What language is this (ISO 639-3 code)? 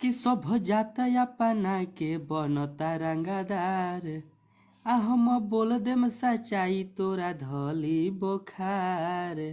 bho